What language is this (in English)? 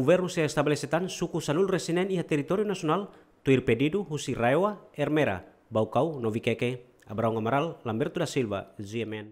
Tetum